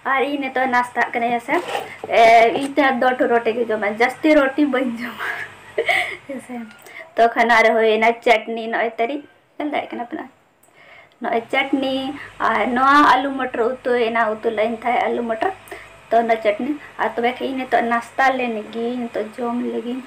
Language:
Santali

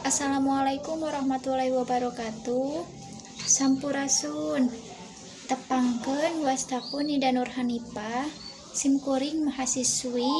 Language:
Sundanese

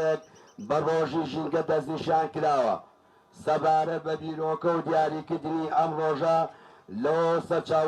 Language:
Central Kurdish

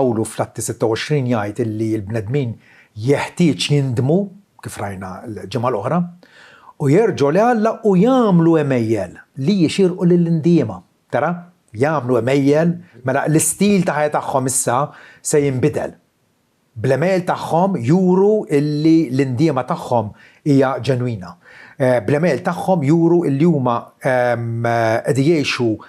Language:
Maltese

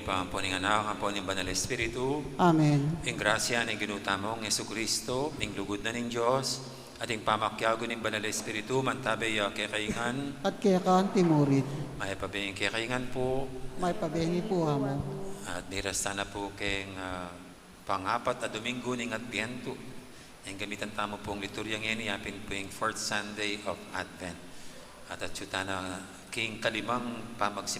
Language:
Pampanga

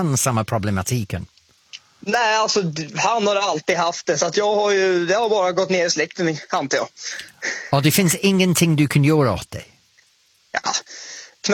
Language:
Swedish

